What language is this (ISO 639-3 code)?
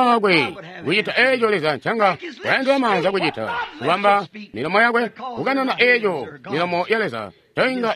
toi